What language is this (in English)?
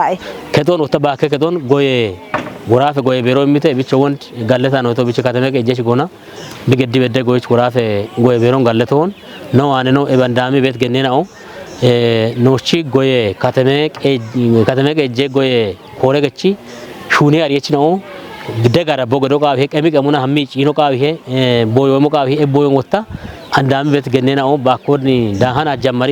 Kafa